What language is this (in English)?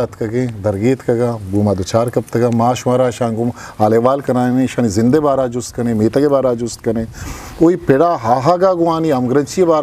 Eastern Balochi